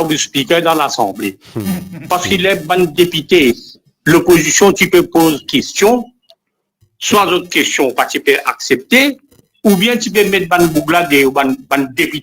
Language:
Morisyen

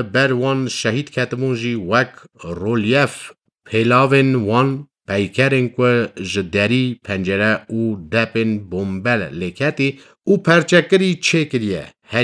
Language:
Kurdish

